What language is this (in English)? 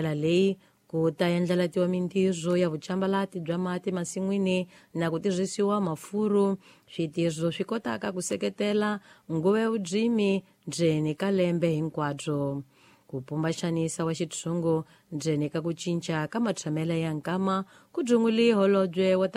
Tsonga